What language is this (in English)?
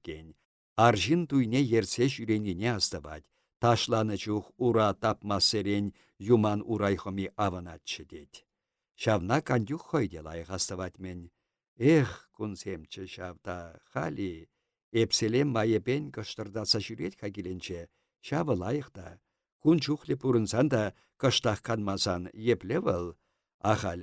Chuvash